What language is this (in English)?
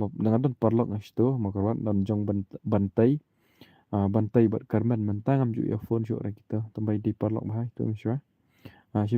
Khasi